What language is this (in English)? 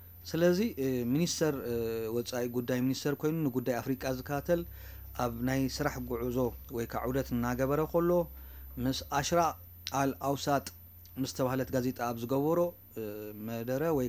Tigrinya